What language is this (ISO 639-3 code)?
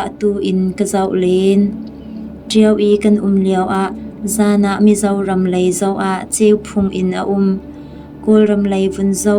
cnh